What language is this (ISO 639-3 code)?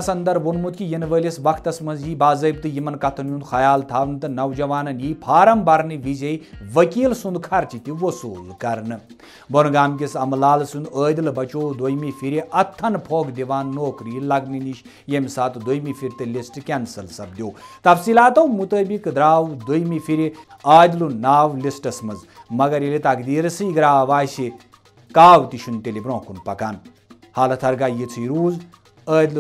kas